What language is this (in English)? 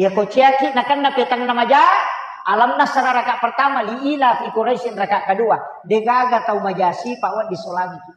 Buginese